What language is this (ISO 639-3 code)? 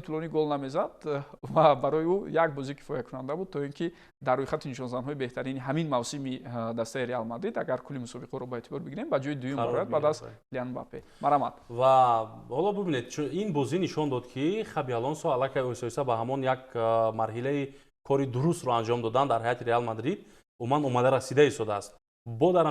tgk